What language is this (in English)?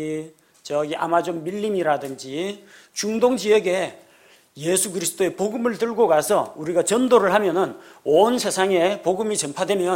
Korean